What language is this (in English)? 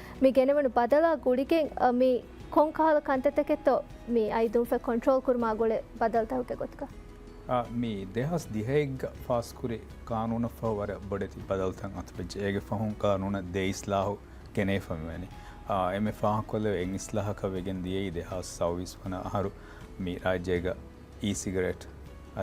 Divehi